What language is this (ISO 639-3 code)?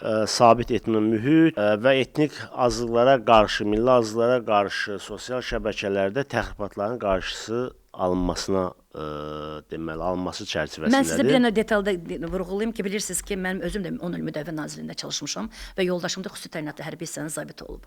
aze